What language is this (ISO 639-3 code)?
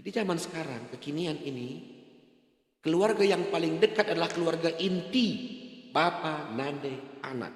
btx